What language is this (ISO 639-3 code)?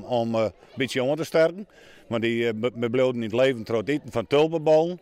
fry